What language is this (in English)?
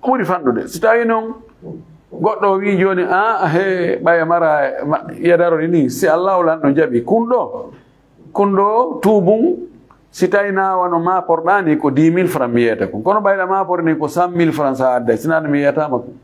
Fula